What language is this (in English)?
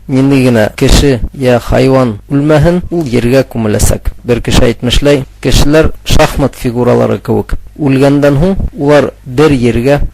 Bashkir